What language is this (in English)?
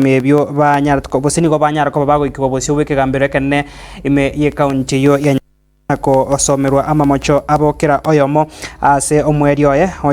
Gusii